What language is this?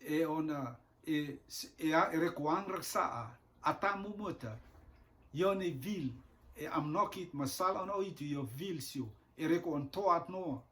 Rotuman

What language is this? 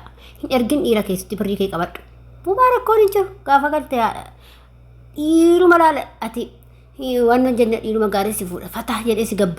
Oromo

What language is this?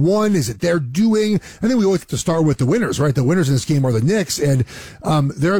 English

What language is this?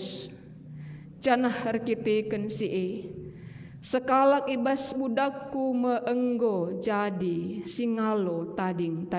Batak Karo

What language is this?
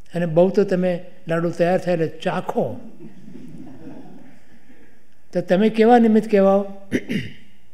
Gujarati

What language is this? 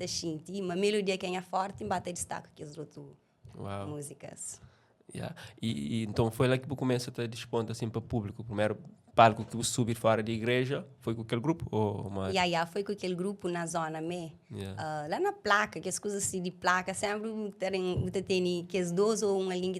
Kabuverdianu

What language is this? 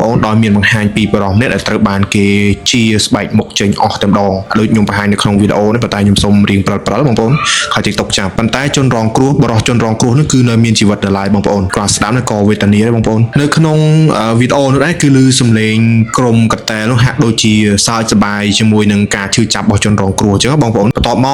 Khmer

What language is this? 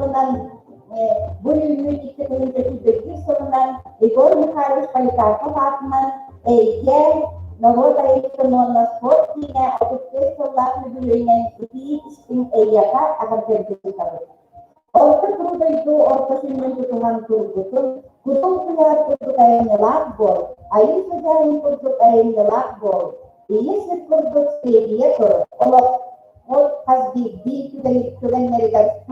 Yakut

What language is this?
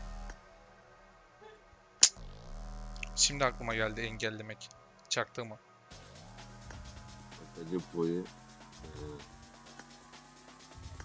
Turkish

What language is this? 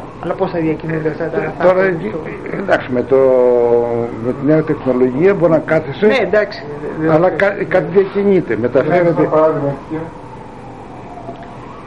Greek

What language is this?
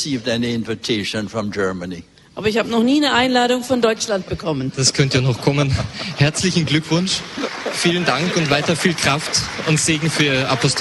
German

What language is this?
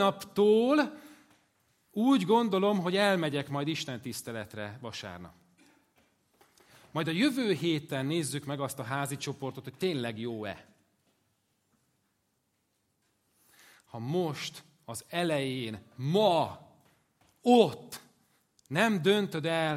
Hungarian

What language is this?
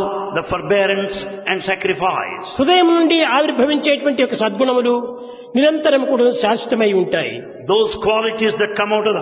Telugu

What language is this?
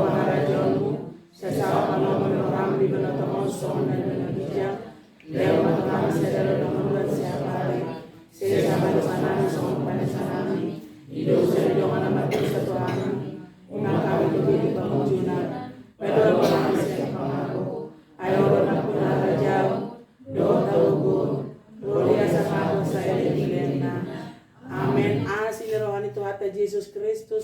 Batak Toba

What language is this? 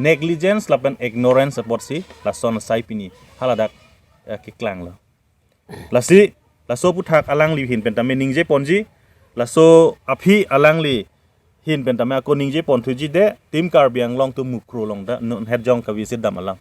Karbi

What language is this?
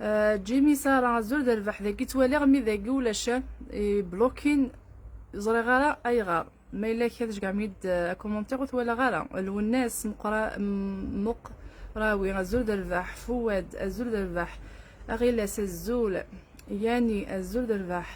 Kabyle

